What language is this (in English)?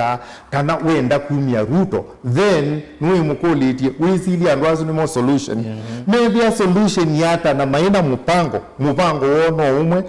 Kamba